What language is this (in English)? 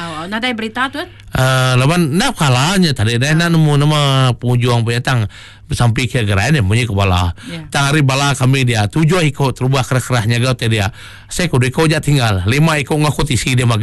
Iban